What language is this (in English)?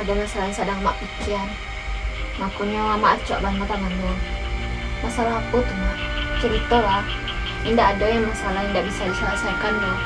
Minangkabau